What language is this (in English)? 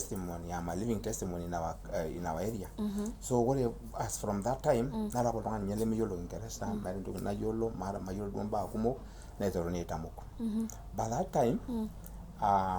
Masai